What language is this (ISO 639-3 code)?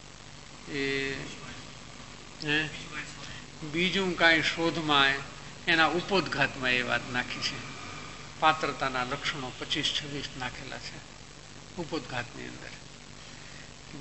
guj